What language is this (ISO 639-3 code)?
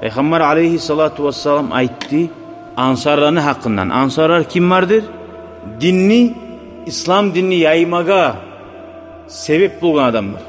kum